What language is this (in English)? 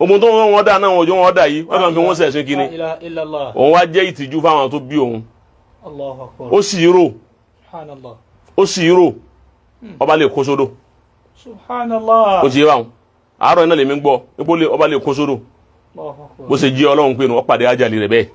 Yoruba